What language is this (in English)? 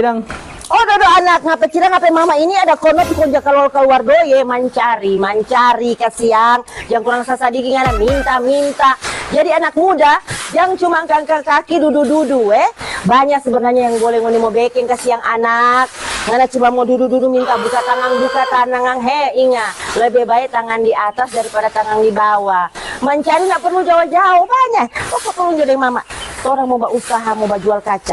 Manado Malay